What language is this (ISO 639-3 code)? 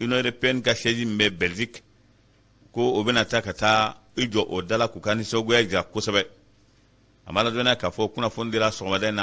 bam